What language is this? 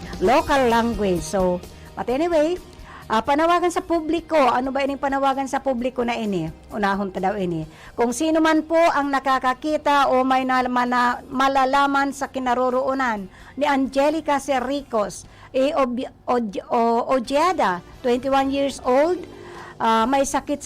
Bikol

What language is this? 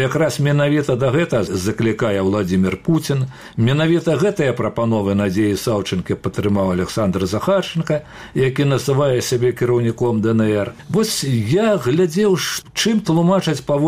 Belarusian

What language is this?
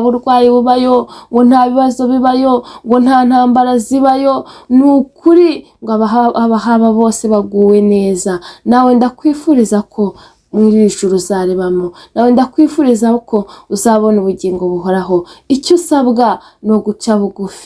Kinyarwanda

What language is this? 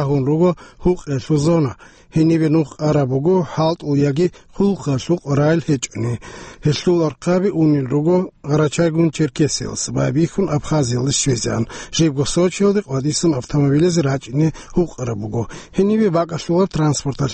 Avaric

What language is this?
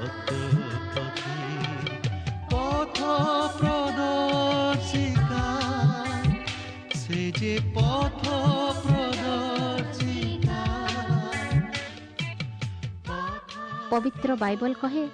Odia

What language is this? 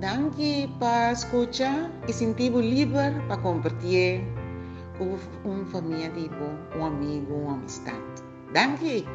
Papiamento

